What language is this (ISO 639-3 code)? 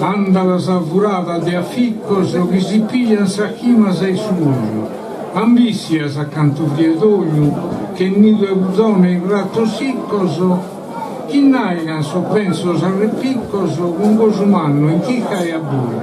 srd